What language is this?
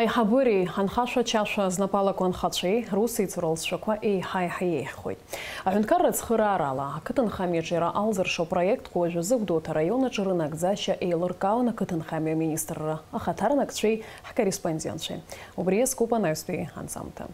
Abkhazian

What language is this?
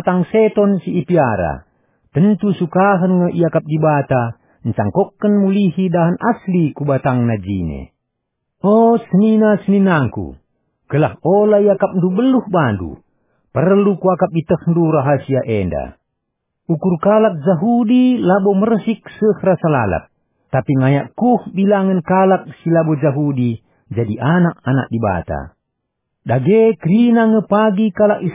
Batak Karo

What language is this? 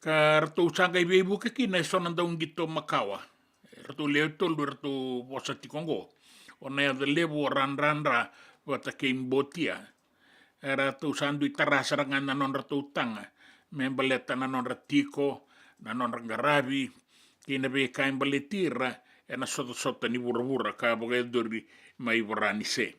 Fijian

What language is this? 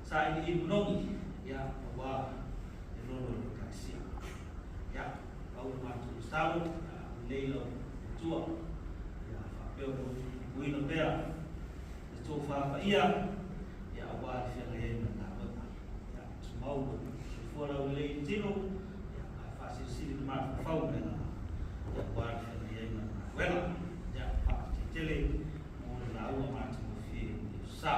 Samoan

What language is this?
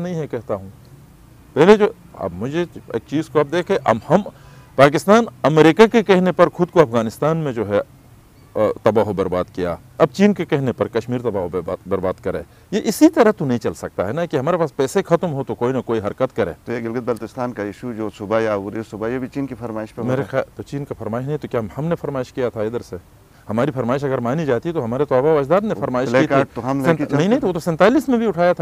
Urdu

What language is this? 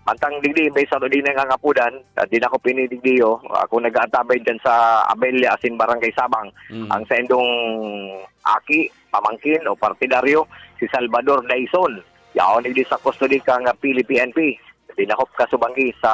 Bikol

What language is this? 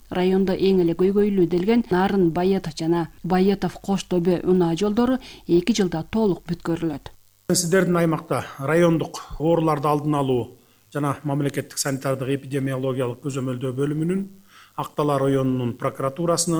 Kyrgyz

